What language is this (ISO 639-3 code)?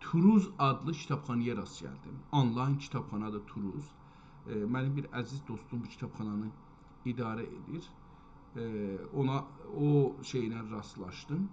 azb